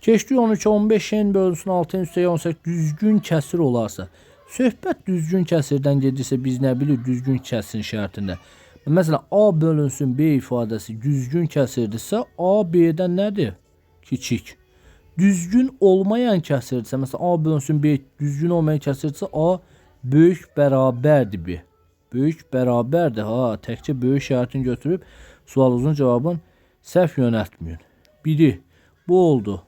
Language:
Azerbaijani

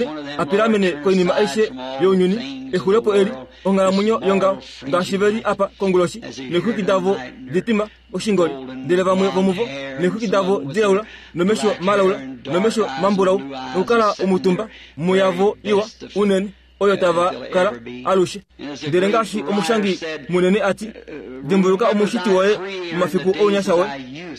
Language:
Kuanyama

